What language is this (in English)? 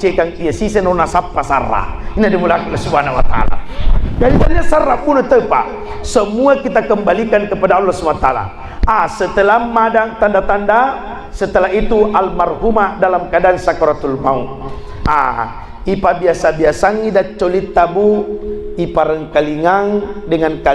Buginese